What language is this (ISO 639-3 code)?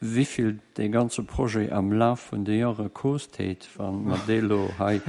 ltz